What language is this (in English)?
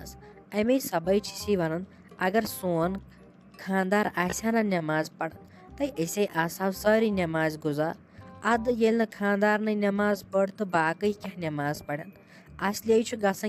Kashmiri